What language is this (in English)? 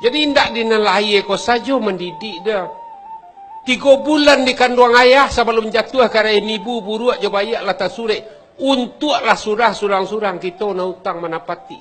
Minangkabau